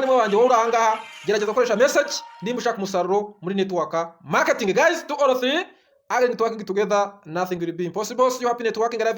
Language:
Kinyarwanda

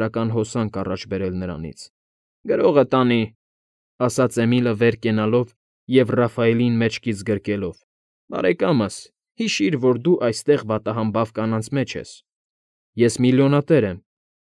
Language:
Armenian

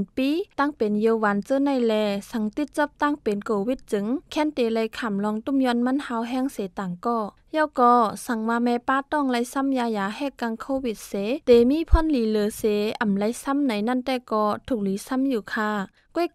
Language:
Shan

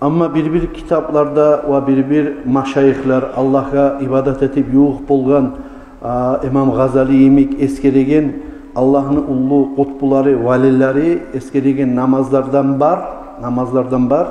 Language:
Kumyk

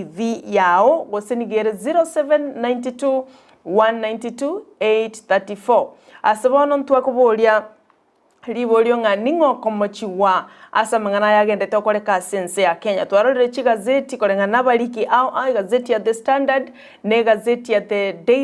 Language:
Gusii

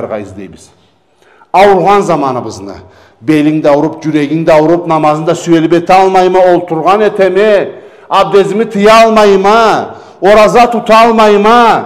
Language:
Karachay-Balkar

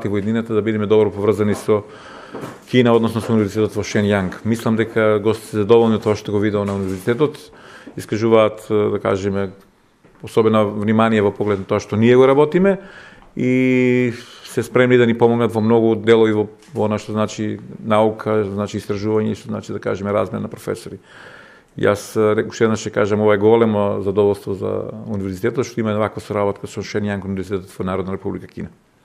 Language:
Macedonian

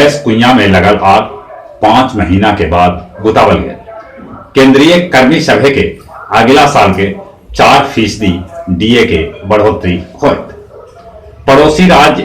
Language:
Magahi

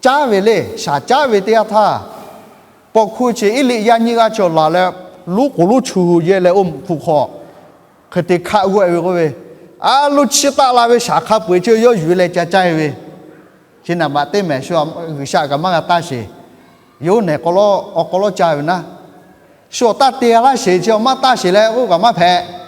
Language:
Lahu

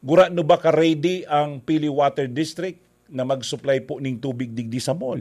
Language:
Bikol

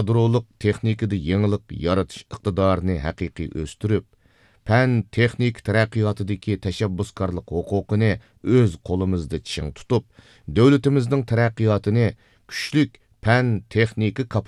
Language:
Uyghur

